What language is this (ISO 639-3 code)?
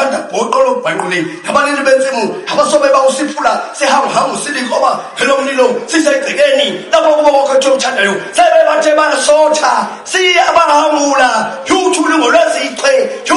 zul